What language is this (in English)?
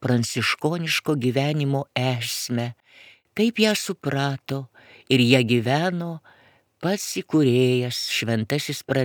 Lithuanian